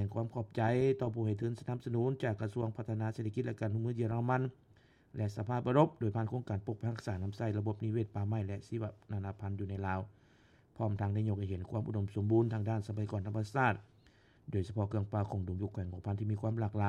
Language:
Lao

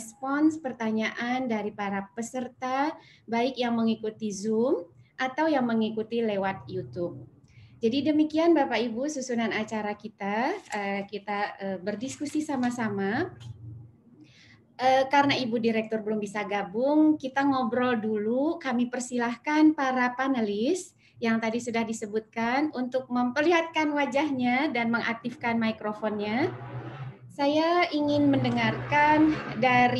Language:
Indonesian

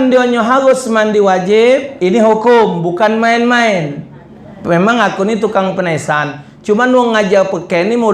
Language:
Musi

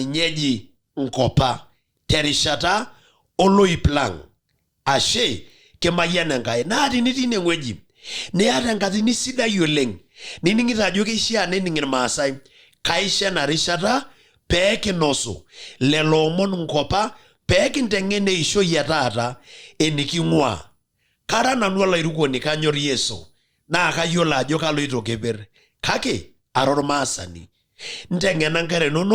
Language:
Masai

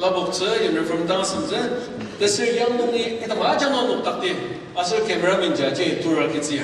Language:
Ao Naga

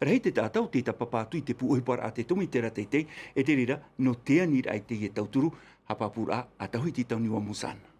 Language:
Tahitian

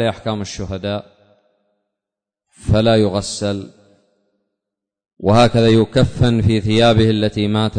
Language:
Arabic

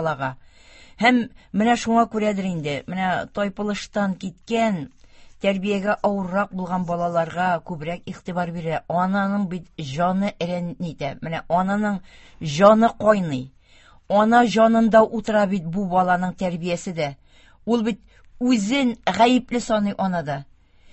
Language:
Tatar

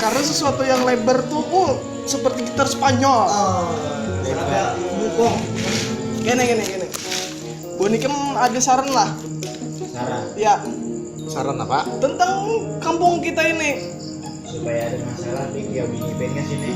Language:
Banjar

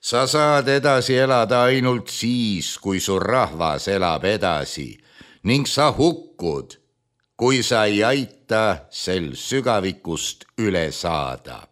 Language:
Estonian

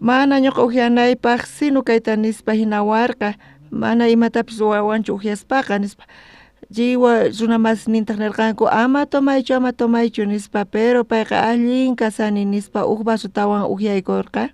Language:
South Bolivian Quechua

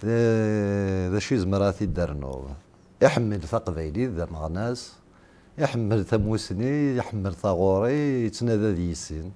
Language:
Kabyle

